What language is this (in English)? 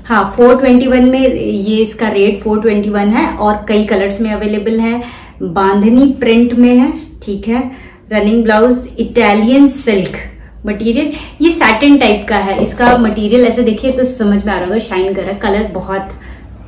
Hindi